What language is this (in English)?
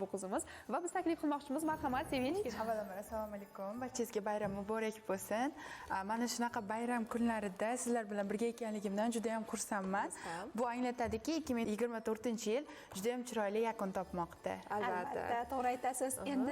Uzbek